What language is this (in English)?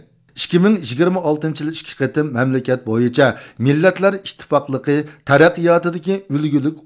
Uyghur